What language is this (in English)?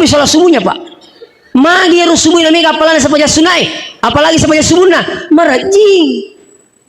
Buginese